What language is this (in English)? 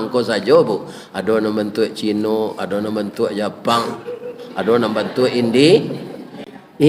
Minangkabau